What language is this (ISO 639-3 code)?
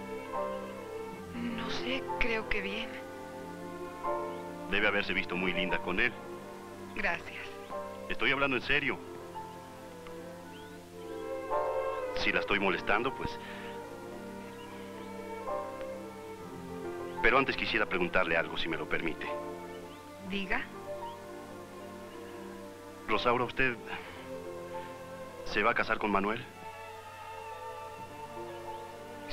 spa